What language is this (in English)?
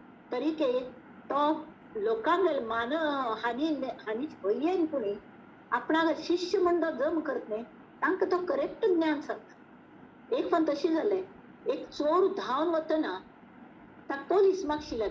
Konkani